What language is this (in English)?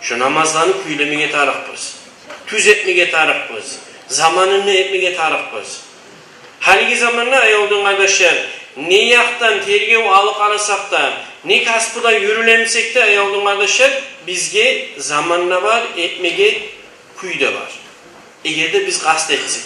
Kumyk